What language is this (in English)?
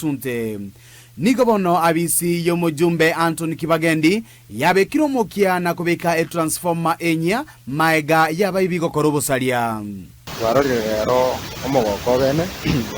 Gusii